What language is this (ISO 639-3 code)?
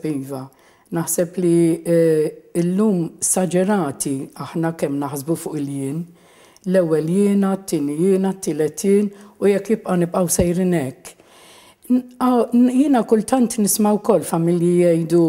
mlt